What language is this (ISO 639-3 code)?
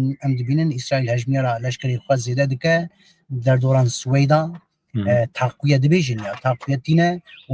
kur